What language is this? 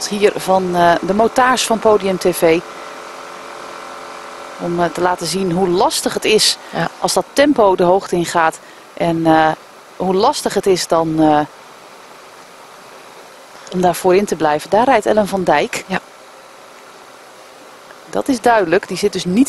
Dutch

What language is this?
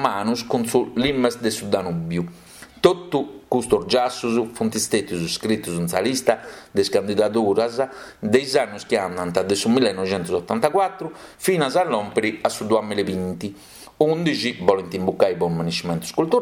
Sardinian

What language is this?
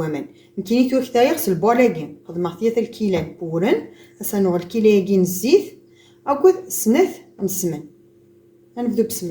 Kabyle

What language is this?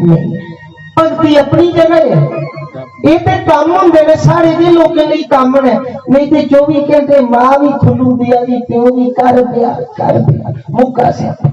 Dogri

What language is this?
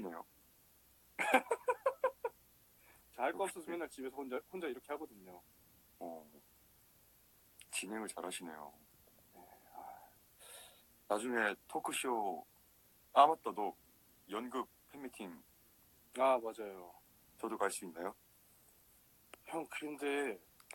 Korean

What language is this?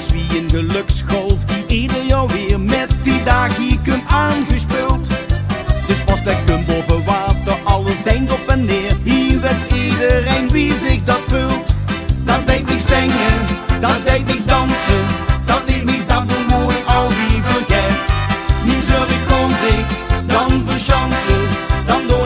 Limburgish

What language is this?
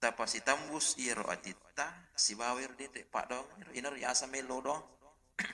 Buginese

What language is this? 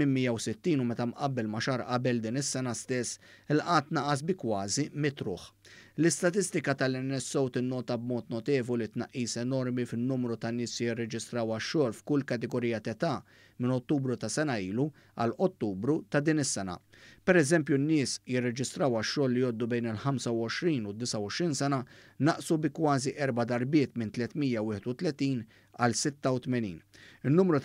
Maltese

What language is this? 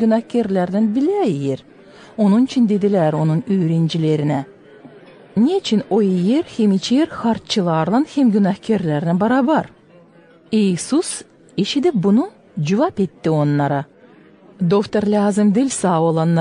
Gagauz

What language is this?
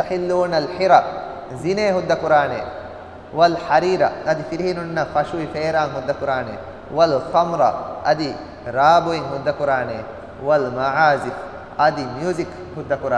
Divehi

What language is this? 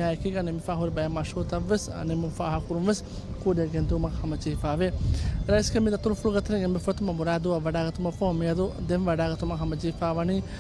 Divehi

